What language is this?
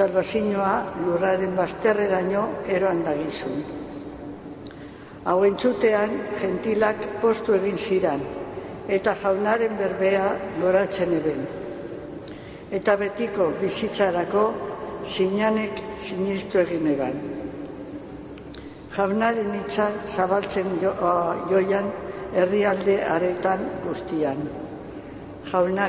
Basque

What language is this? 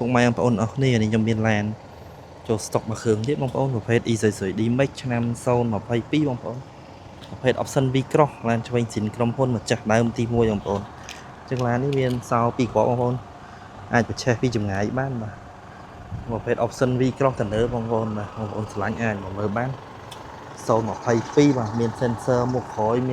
Khmer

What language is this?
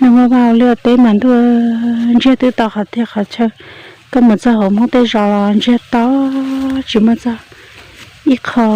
Hmong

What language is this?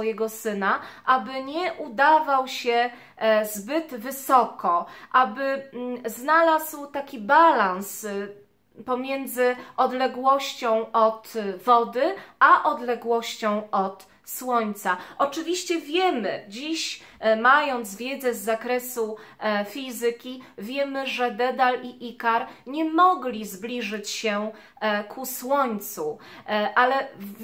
Polish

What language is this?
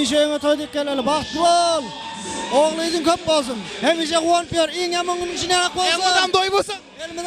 Kara-Kalpak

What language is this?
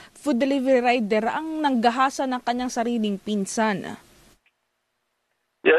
Filipino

